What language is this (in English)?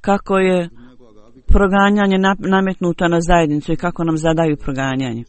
Bosnian